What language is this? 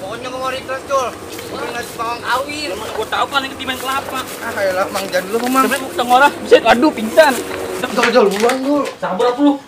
Betawi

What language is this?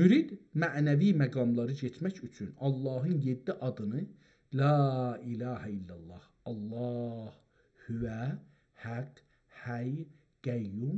South Azerbaijani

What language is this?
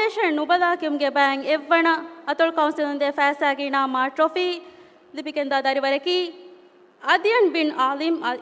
Divehi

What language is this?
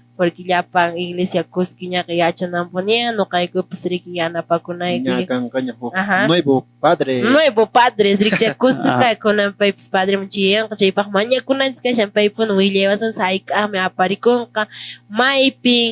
Quechua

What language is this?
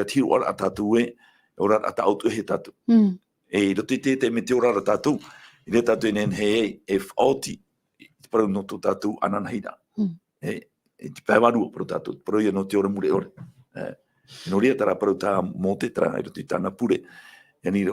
Tahitian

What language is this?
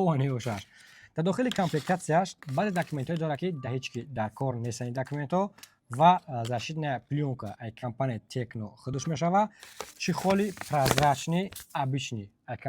Tajik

